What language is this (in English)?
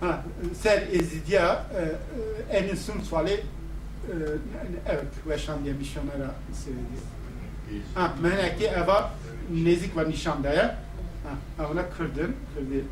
Kurdish